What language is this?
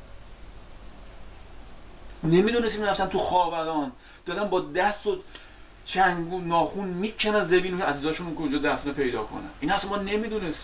Persian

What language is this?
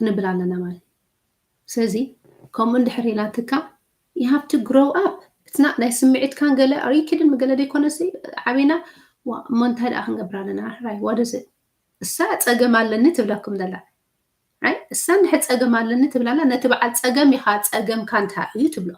Tigrinya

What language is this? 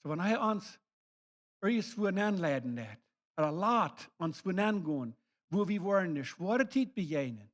Plautdietsch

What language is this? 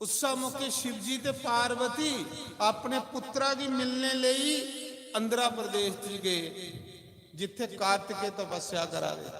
Dogri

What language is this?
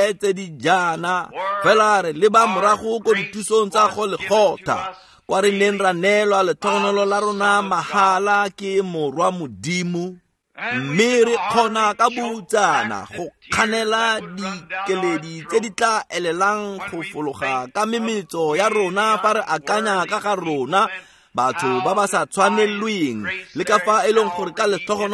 Tswana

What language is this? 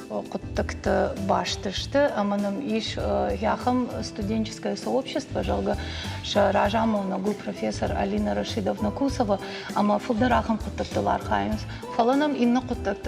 Ossetic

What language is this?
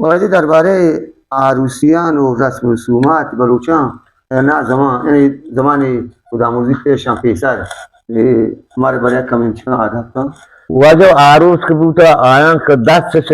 Baluchi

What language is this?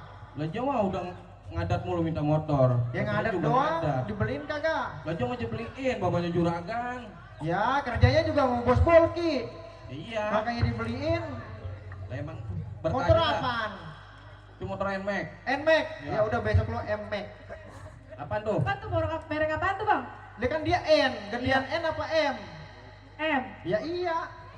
Betawi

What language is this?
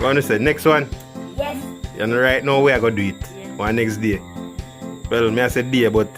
Jamaican Creole English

